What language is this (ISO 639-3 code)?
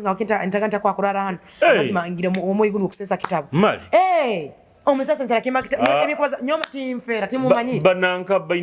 nyo